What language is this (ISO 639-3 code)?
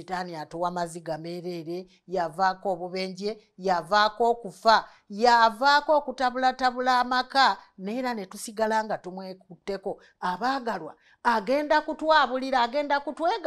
lug